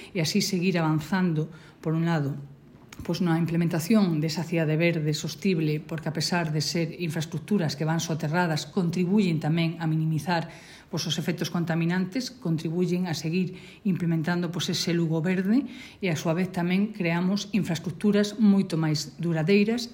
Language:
Galician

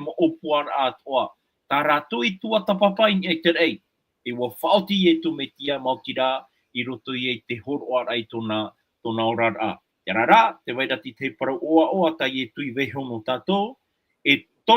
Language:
Tahitian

